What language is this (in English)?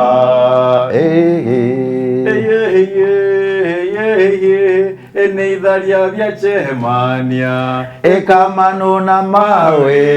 Meru